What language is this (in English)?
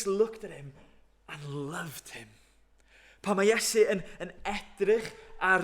Welsh